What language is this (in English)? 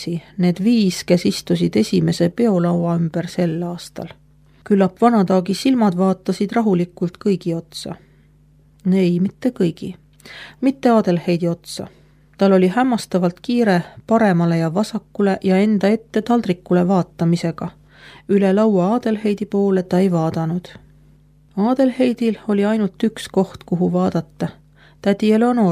Estonian